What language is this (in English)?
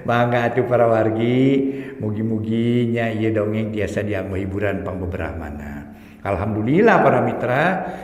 Sundanese